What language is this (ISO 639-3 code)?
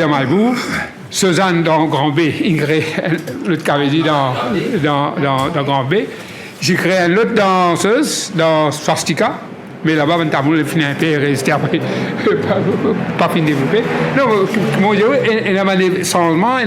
mfe